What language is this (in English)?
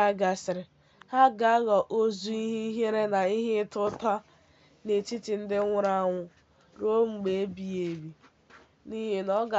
Igbo